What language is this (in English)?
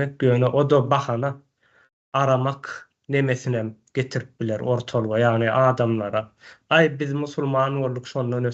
Turkmen